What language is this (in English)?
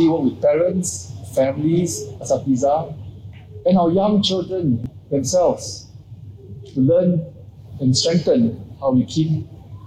English